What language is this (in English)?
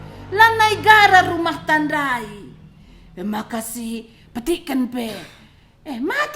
Batak Karo